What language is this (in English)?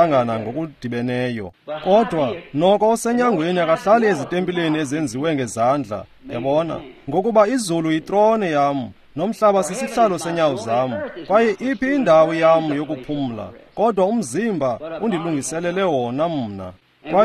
Xhosa